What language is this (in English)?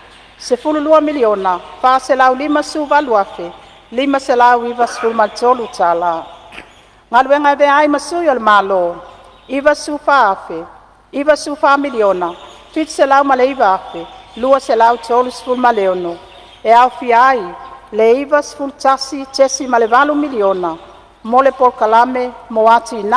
Samoan